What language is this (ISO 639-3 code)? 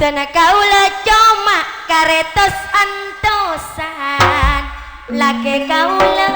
mad